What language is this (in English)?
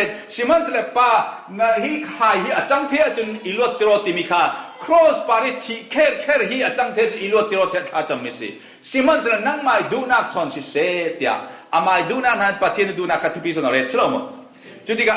Falam Chin